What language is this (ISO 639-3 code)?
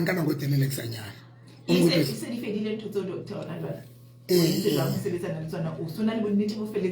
sot